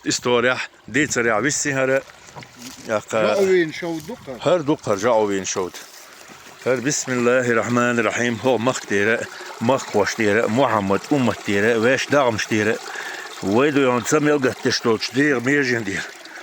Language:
Chechen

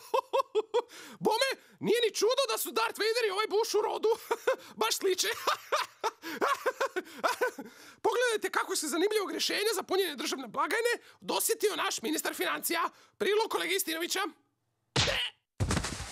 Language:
Croatian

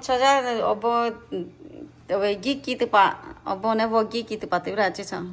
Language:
Lahu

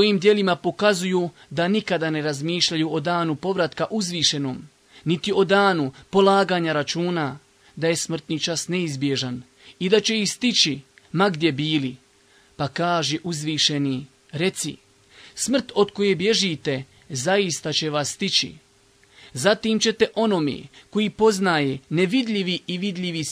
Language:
Bosnian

